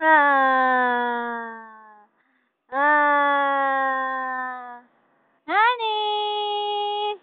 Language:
Cebuano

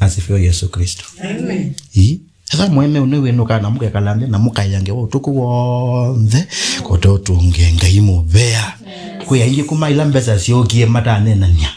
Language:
Kamba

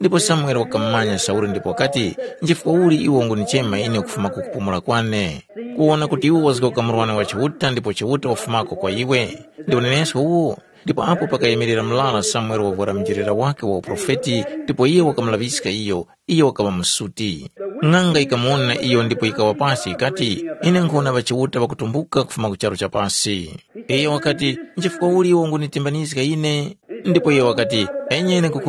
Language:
Tumbuka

